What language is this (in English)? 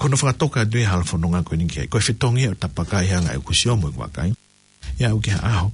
Tongan